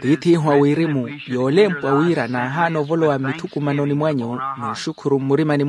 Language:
Makhuwa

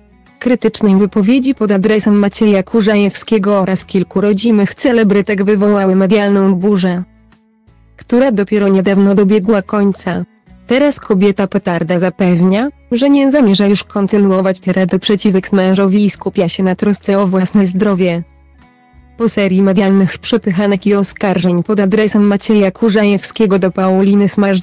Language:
Polish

